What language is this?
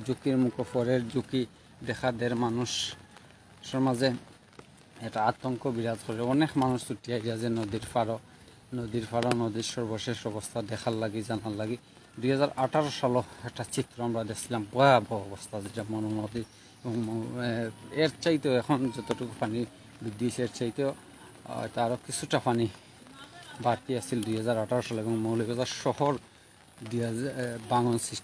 Sylheti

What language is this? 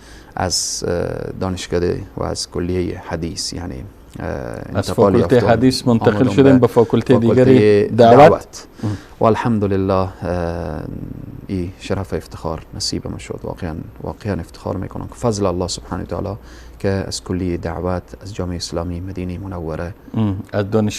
Persian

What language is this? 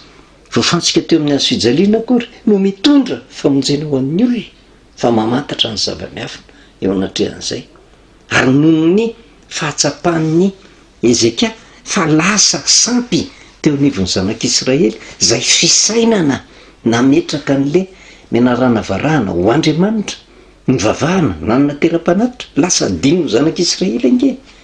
Malagasy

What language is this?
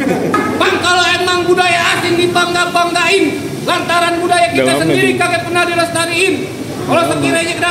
Betawi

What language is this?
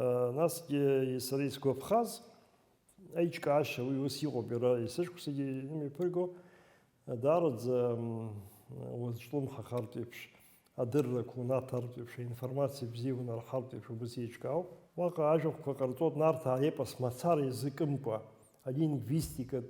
Abkhazian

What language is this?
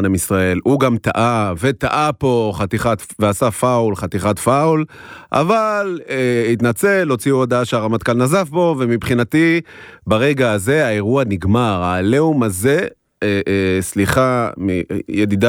Hebrew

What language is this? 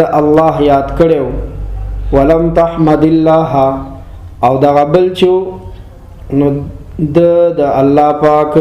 Pashto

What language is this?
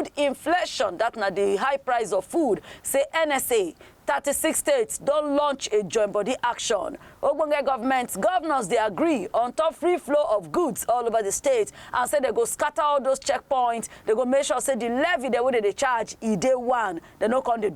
Nigerian Pidgin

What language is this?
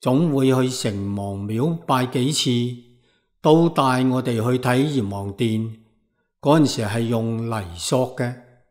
Cantonese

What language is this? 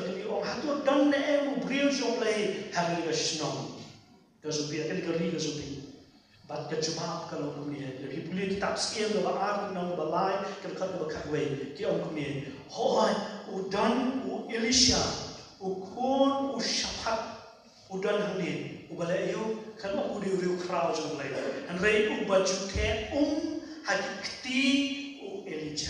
Khasi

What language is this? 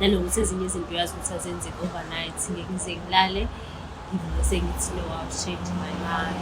Zulu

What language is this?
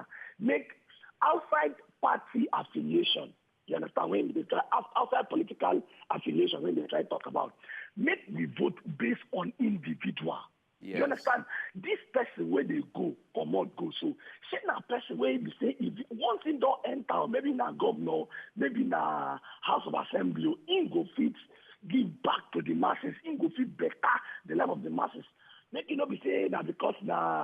Nigerian Pidgin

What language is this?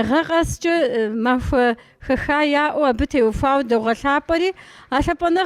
Kabardian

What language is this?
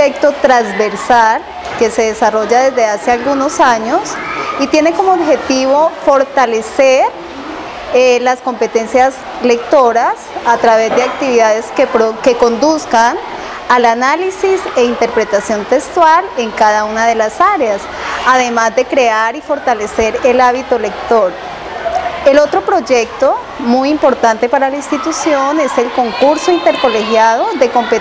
Spanish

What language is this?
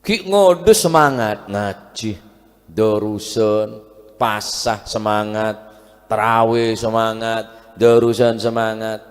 Madurese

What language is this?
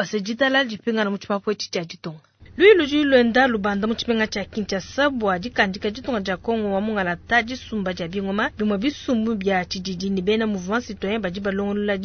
Luba-Lulua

